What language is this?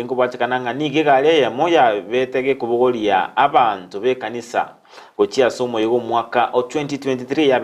Gusii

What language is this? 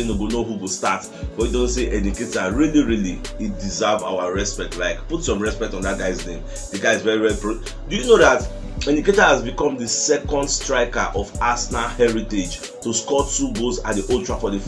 Nigerian Pidgin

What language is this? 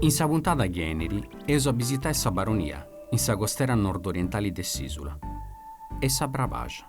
Sardinian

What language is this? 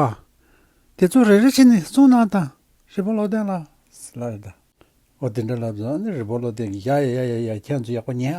Tibetan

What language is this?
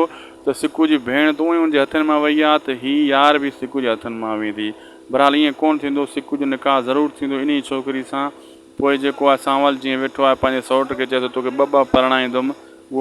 Sindhi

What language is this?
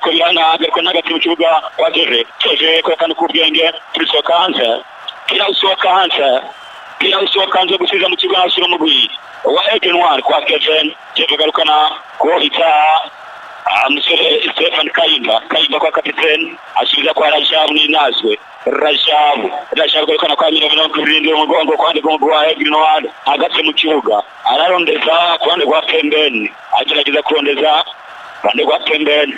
Rundi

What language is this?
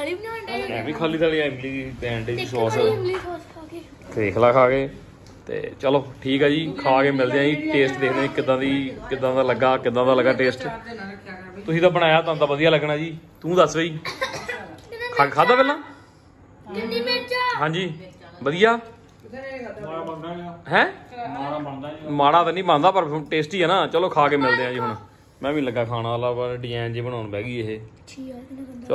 Punjabi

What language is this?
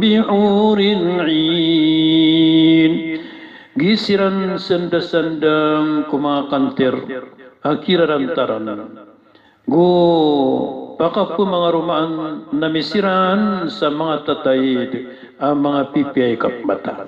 Maranao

